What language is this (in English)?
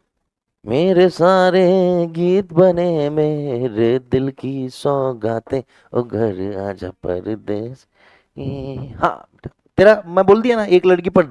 Hindi